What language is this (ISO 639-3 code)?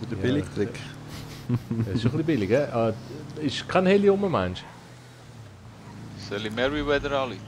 gsw